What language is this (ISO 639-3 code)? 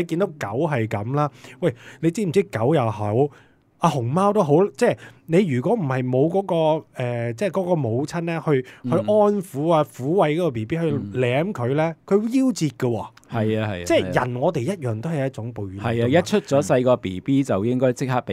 yue